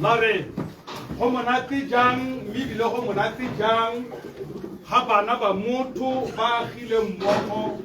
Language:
Tswana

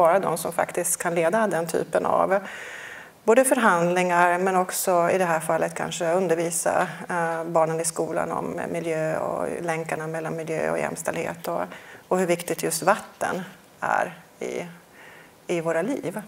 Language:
Swedish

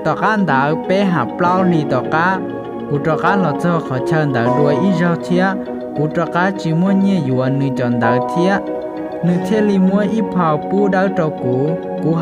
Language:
Hmong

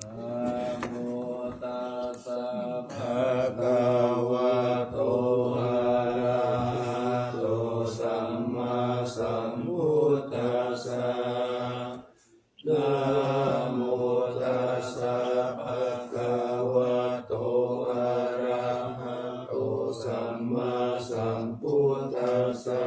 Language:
Pali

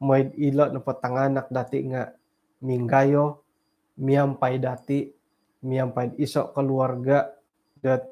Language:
Central Dusun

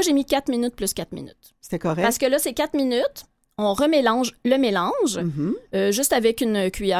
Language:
French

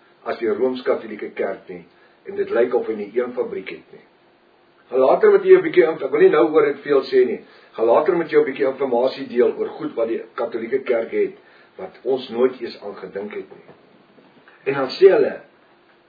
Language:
Afrikaans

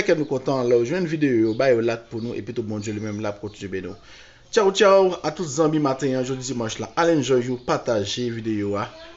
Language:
Haitian Creole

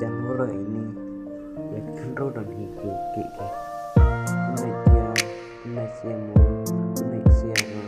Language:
Khasi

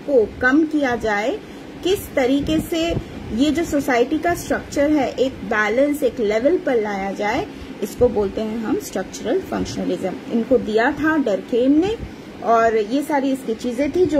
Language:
Hindi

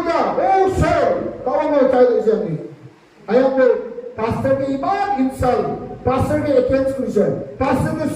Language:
Naga Pidgin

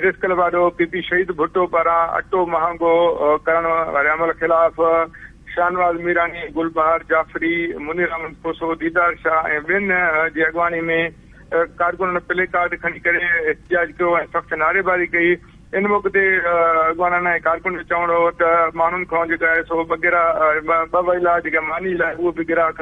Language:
Sindhi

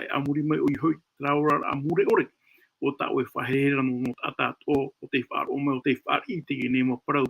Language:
Tahitian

